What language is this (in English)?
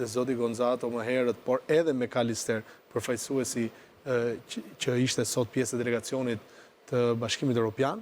Albanian